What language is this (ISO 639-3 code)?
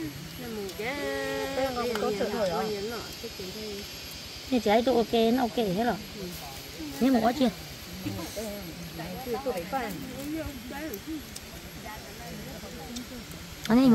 vie